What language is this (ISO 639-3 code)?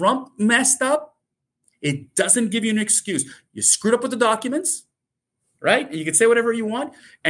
eng